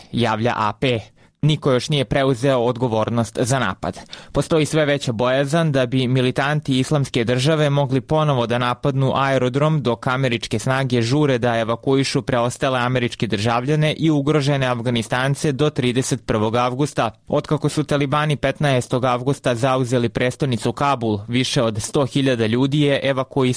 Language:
Serbian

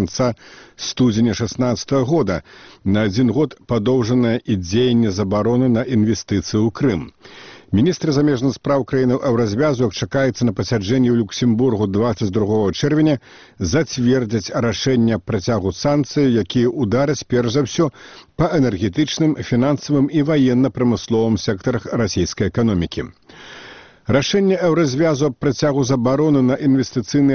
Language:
Belarusian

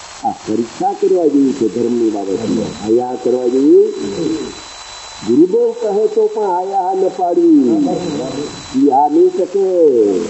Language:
Gujarati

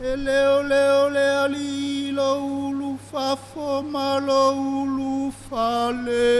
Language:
Samoan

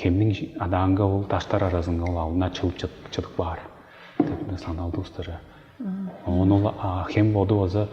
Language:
Tuvinian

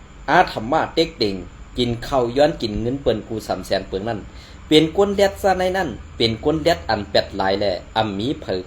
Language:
Shan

